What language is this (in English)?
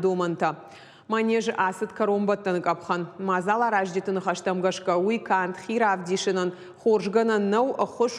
Ossetic